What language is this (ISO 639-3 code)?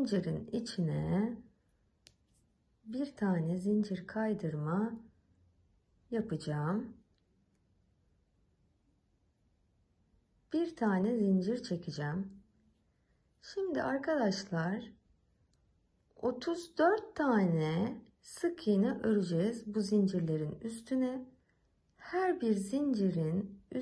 tur